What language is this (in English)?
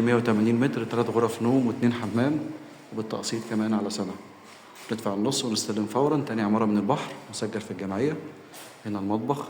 Egyptian Arabic